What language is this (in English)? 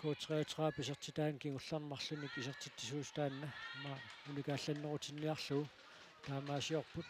Kalaallisut